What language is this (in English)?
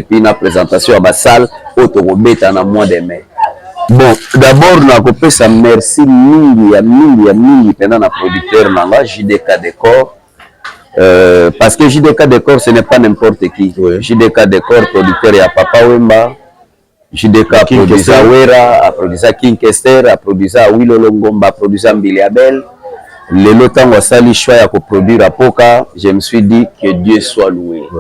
Lingala